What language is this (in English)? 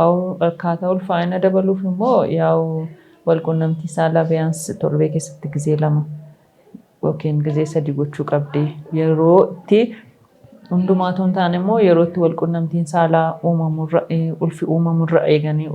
Oromo